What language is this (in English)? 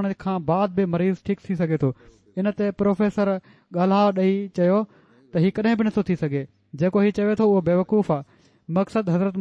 Sindhi